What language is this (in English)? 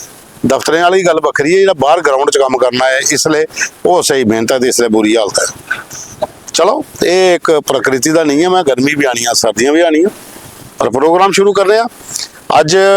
Dogri